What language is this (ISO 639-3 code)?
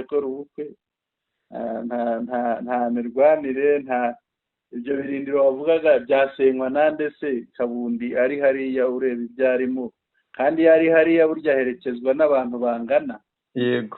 kin